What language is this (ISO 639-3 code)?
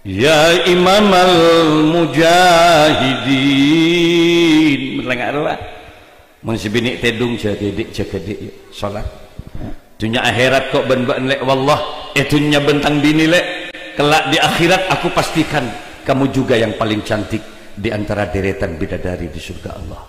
mad